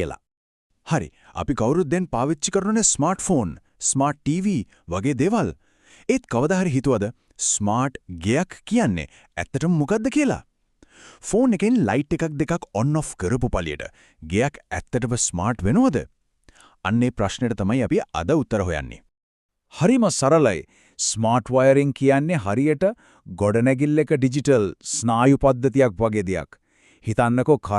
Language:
Sinhala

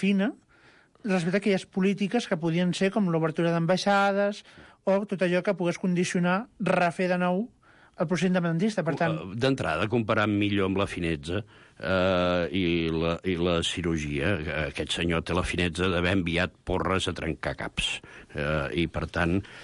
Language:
Catalan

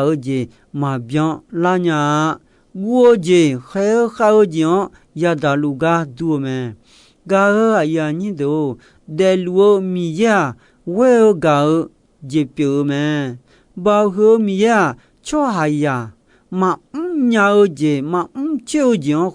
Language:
Akha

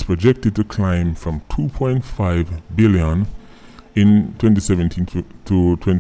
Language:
Jamaican Creole English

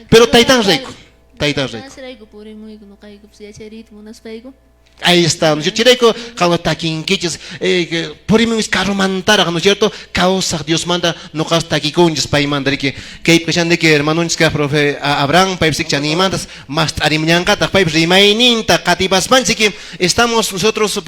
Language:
Quechua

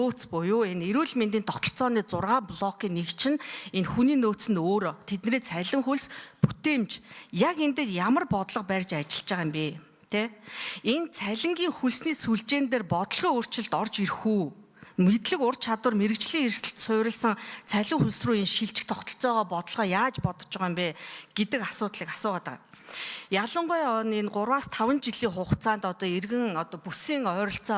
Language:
Mongolian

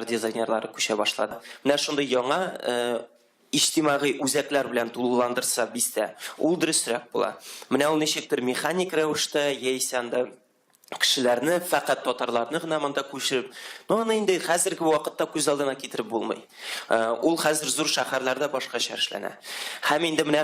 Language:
Tatar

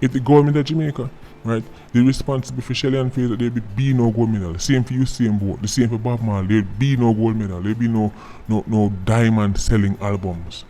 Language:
Jamaican Creole English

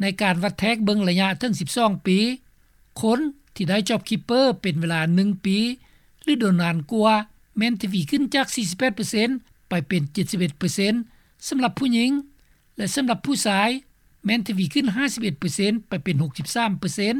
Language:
Lao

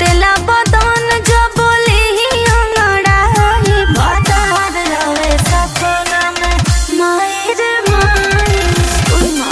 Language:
Bhojpuri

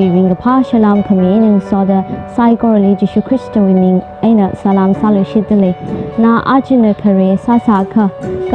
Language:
Tangkhul Naga (India)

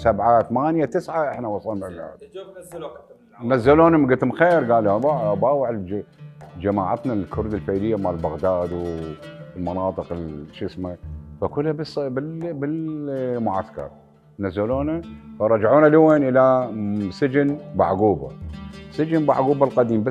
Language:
Mesopotamian Arabic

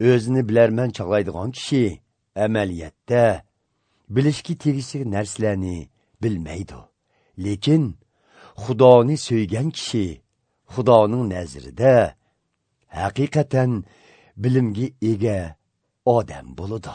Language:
Uyghur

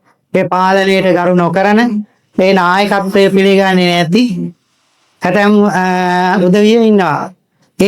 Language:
Sinhala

